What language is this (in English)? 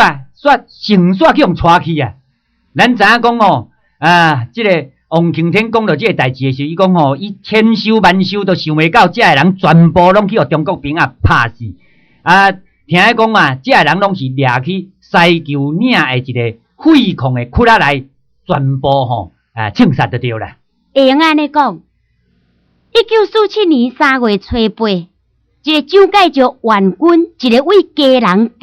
Min Nan Chinese